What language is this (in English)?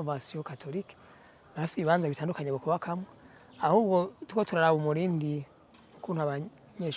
Rundi